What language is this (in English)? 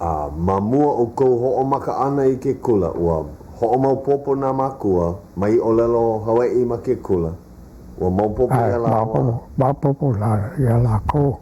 Hawaiian